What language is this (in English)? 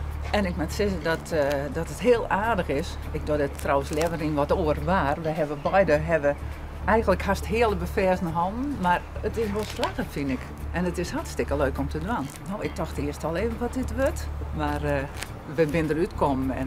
Western Frisian